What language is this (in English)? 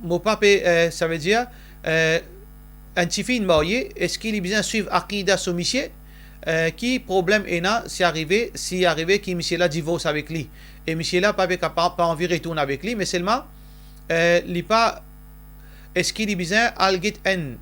Morisyen